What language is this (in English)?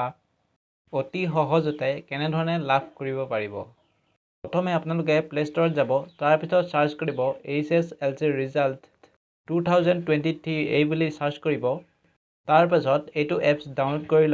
Assamese